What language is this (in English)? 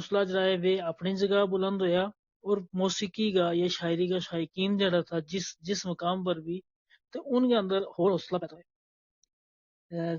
Gujari